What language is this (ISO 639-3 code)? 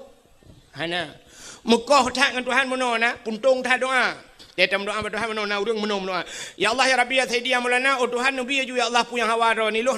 ace